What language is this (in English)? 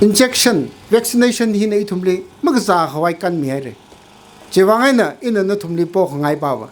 Tangkhul Naga (India)